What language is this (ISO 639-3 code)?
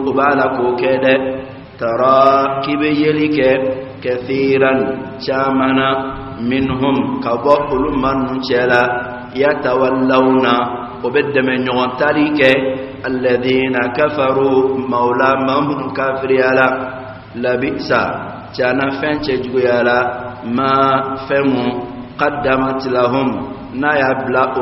ara